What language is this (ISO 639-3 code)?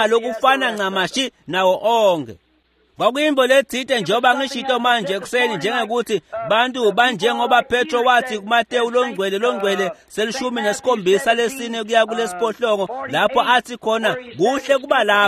ssw